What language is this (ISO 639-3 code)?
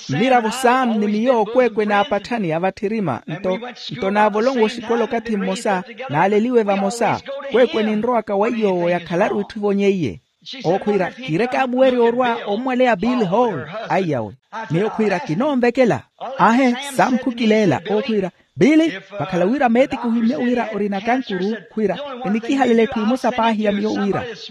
vmw